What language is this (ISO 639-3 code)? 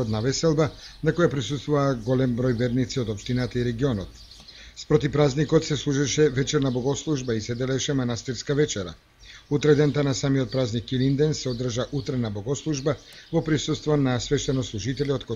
mkd